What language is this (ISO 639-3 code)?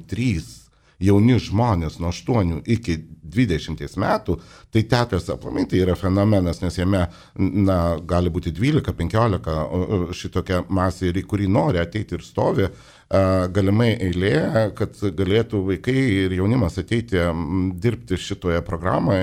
lit